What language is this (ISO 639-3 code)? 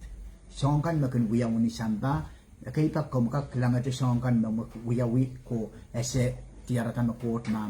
pon